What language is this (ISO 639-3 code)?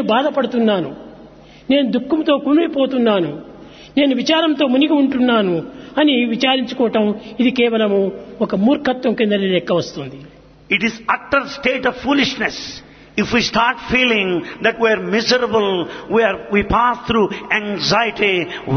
tel